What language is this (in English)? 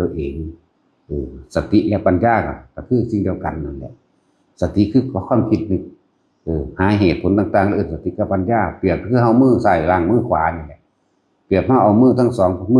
Northeastern Thai